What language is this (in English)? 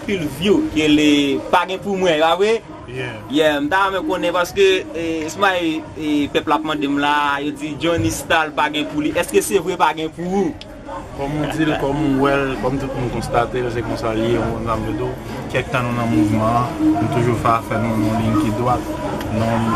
Haitian Creole